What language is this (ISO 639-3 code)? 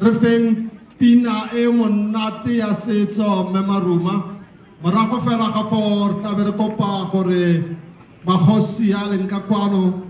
tsn